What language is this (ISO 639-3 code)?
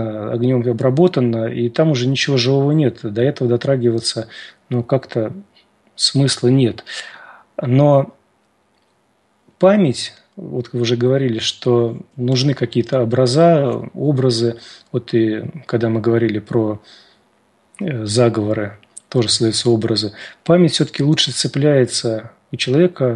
rus